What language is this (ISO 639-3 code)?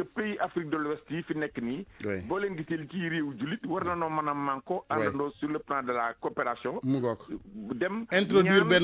wol